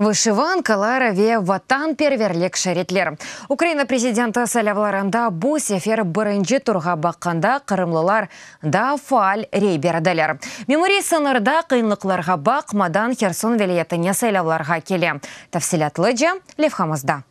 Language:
Crimean Tatar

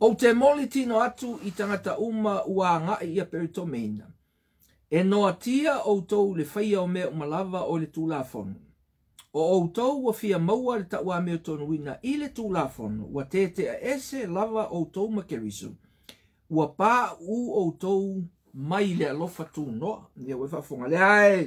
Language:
Samoan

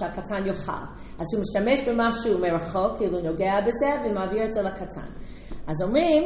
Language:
Hebrew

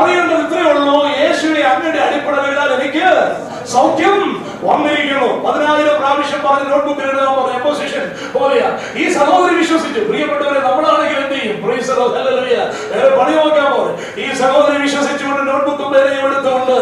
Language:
Malayalam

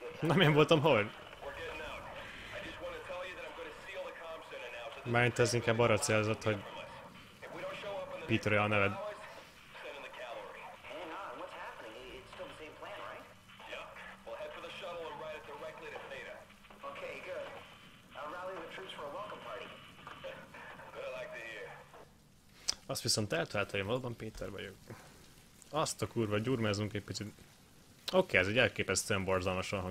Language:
Hungarian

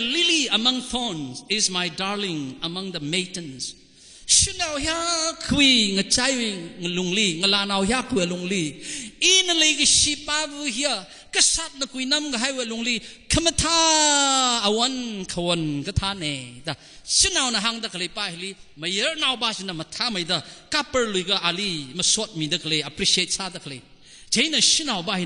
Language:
Tangkhul Naga (India)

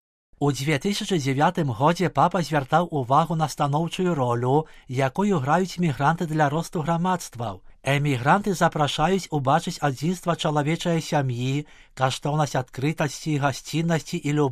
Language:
Belarusian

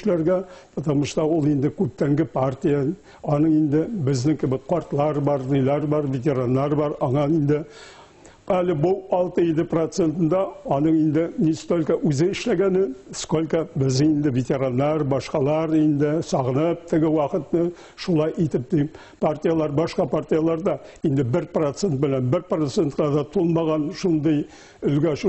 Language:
Bashkir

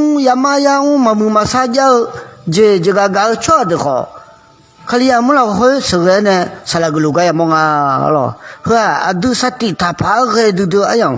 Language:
Akha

